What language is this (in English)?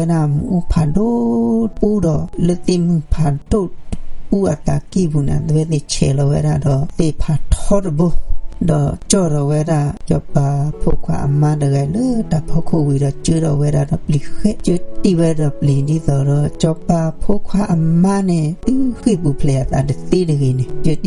S'gaw Karen